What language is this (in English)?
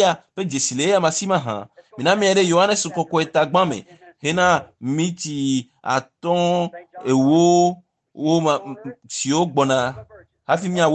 Ewe